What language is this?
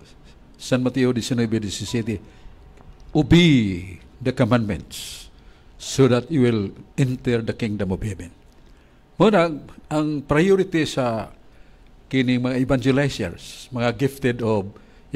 Cebuano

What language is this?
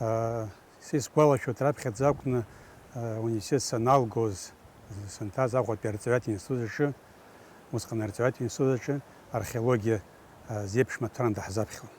Abkhazian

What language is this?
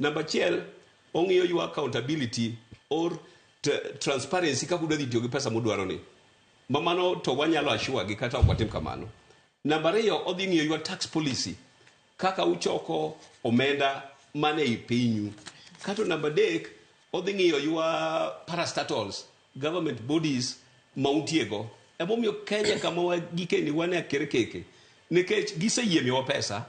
Luo (Kenya and Tanzania)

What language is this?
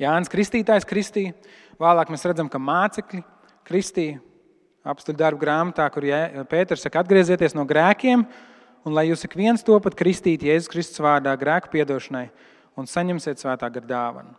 Latvian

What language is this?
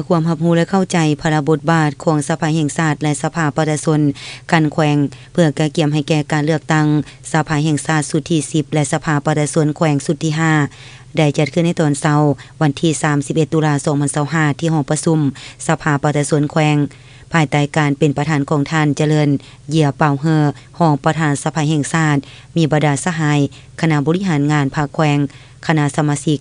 Lao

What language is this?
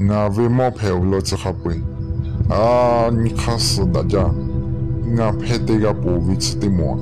Lahu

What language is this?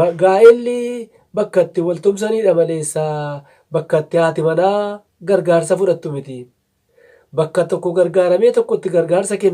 Oromo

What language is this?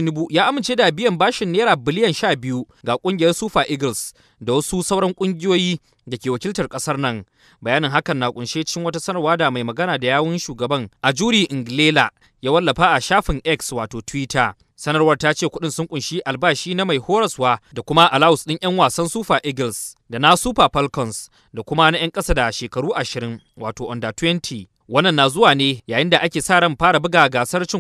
Hausa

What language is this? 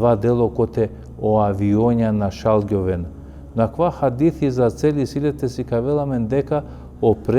Balkan Romani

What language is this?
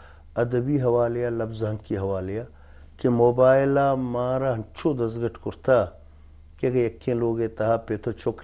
Eastern Balochi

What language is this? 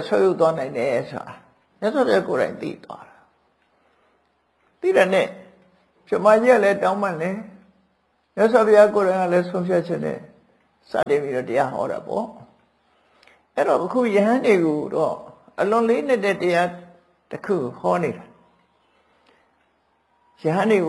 Burmese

